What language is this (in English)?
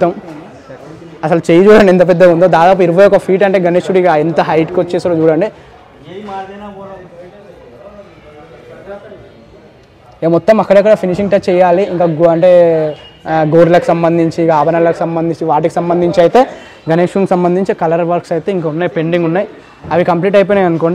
Telugu